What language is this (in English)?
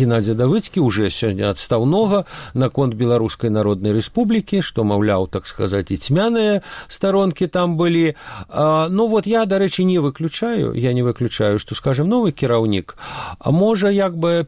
Belarusian